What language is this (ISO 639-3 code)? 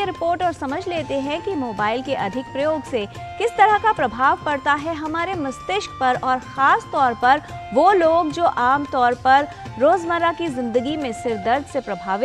hin